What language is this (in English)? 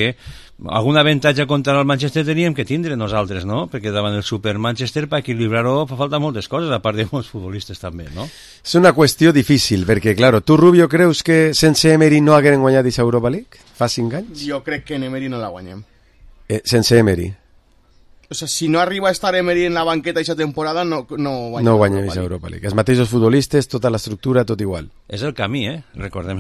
Catalan